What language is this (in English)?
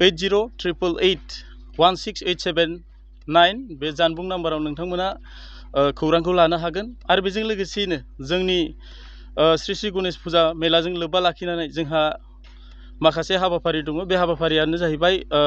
Bodo